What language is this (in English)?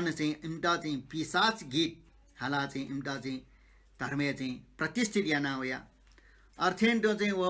Newari